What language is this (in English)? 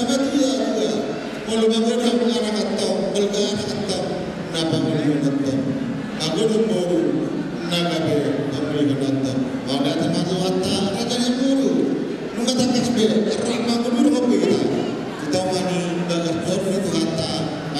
Batak Toba